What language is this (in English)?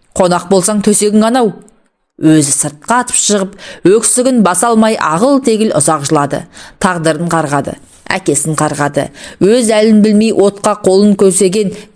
Kazakh